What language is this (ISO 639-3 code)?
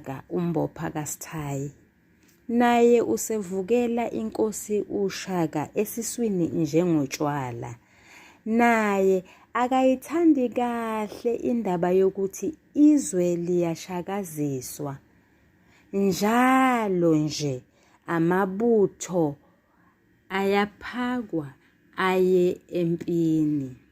zul